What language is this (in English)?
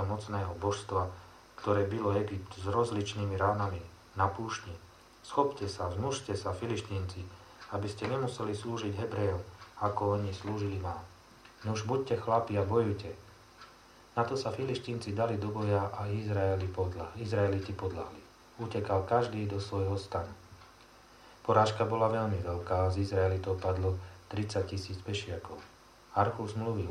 Slovak